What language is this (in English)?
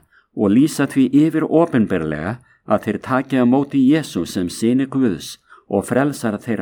Icelandic